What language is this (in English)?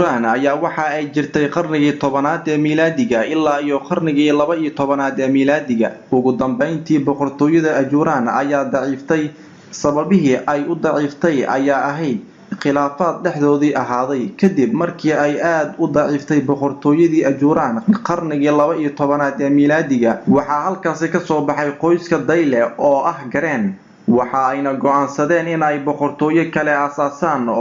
Somali